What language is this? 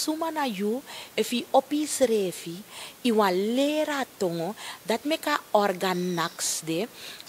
Sranan Tongo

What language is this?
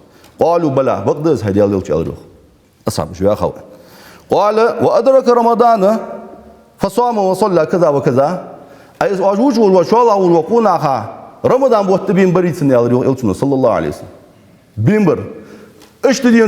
Ingush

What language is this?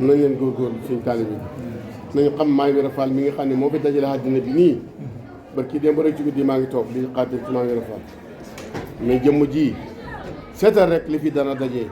Wolof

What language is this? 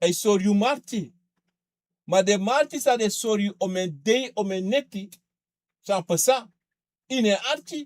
Sranan Tongo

